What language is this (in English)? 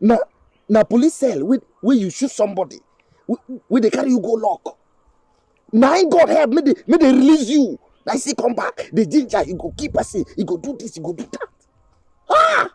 Nigerian Pidgin